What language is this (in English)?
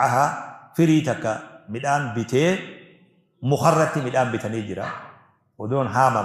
Oromo